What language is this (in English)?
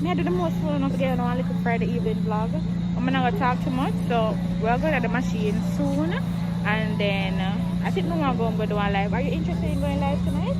Jamaican Creole English